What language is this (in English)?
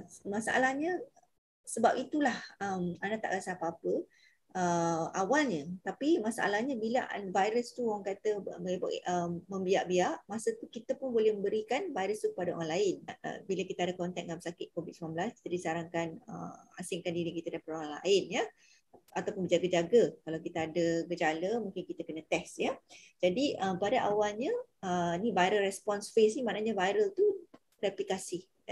Malay